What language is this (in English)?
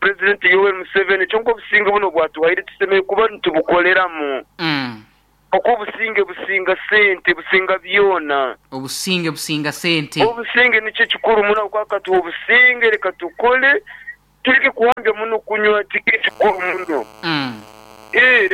Nyoro